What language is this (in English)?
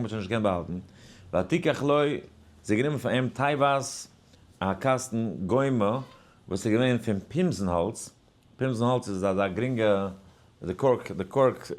Yiddish